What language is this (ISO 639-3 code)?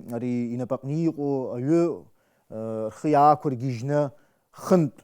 abk